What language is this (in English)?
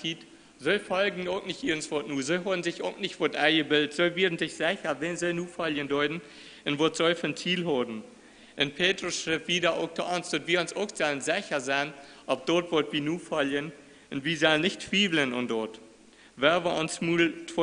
Plautdietsch